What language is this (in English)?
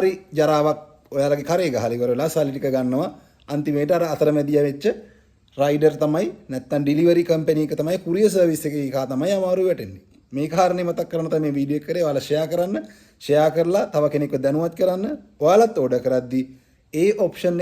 Sinhala